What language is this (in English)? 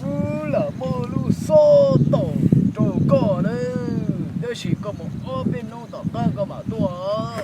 Hmong